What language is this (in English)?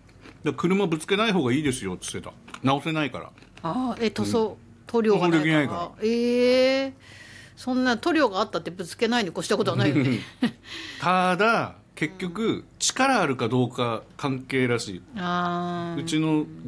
Japanese